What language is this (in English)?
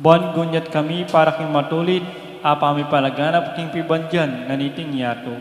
Pampanga